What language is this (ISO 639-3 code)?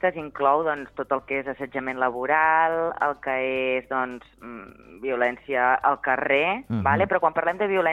cat